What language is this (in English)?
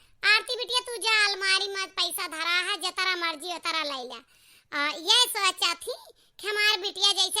Awadhi